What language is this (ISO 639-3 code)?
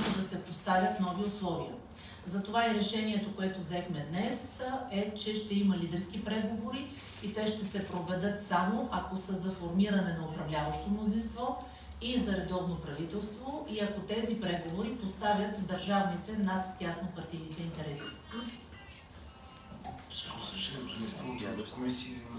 bul